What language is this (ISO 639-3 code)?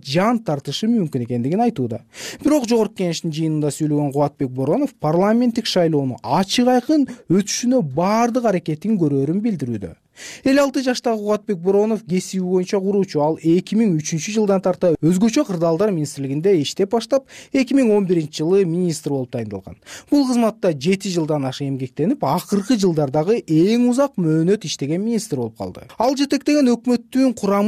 kir